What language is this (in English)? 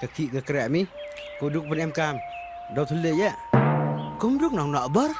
Khasi